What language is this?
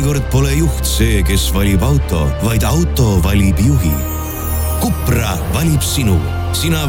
Estonian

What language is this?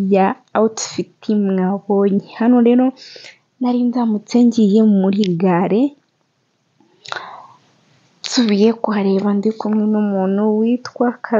Kinyarwanda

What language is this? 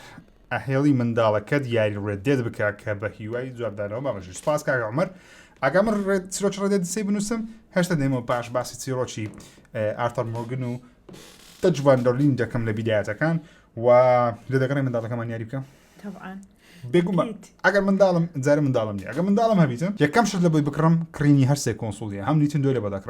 Central Kurdish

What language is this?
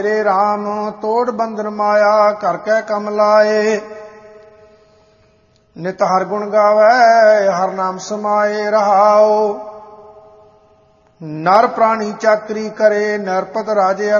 Punjabi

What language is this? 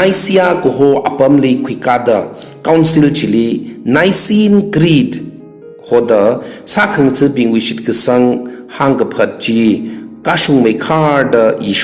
Tangkhul Naga (India)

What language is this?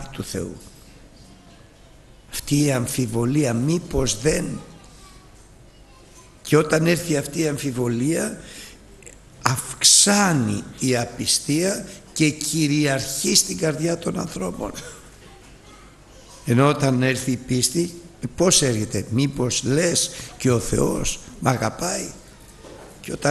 Greek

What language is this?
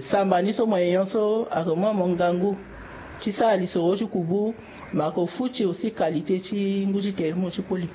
Sango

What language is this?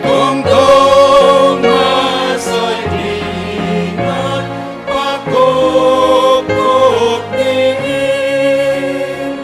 Batak Simalungun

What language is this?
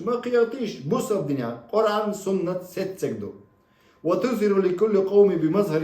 Chechen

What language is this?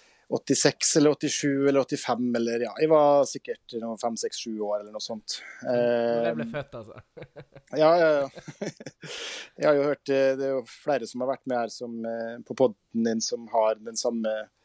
Norwegian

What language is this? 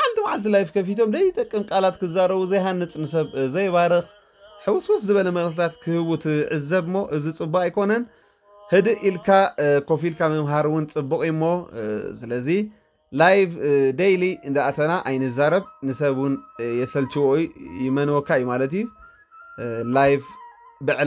Tigrinya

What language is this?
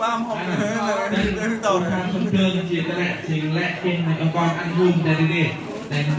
Central Mnong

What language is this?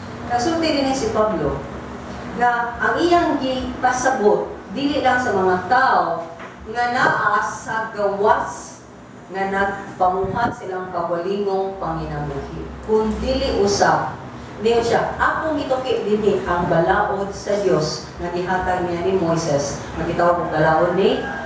Cebuano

